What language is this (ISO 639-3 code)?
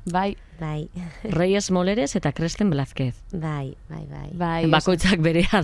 eus